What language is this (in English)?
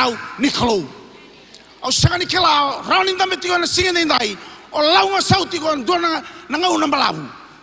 Fijian